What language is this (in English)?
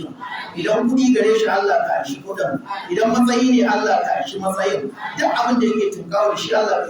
Hausa